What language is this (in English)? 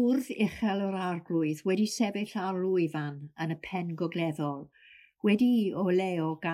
Welsh